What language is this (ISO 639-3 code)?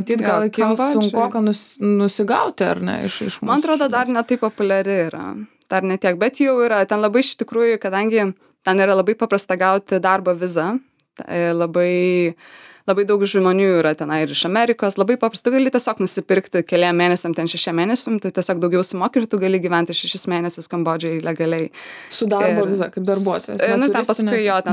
lit